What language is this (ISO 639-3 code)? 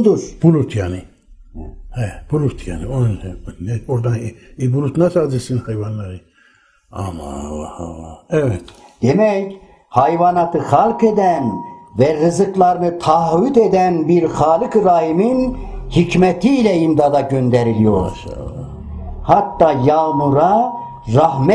tur